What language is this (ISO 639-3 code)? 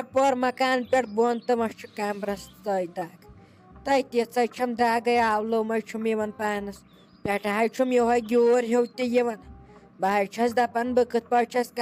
kas